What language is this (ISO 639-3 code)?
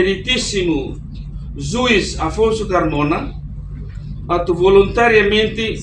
tet